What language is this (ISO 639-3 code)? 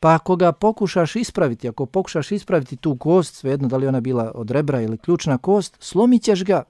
bos